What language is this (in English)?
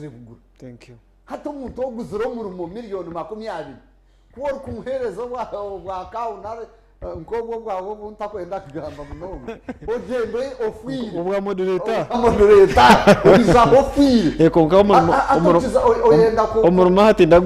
Nyankole